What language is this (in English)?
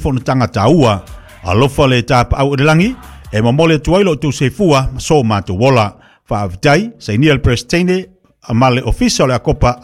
Samoan